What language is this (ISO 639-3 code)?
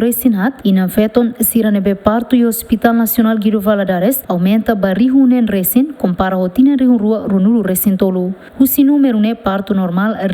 tet